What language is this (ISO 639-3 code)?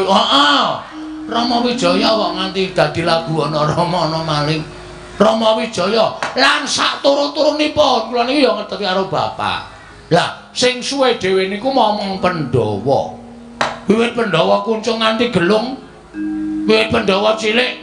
jav